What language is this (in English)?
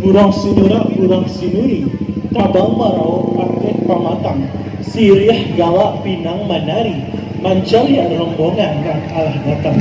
Minangkabau